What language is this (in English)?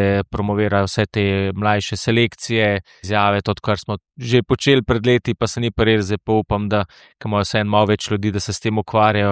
Slovenian